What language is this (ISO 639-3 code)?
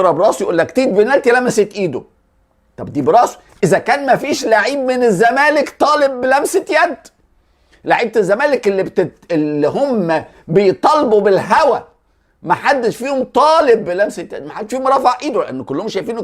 arz